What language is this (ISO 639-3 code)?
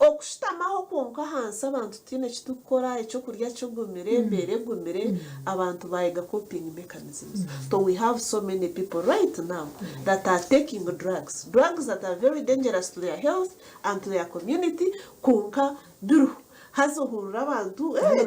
nyn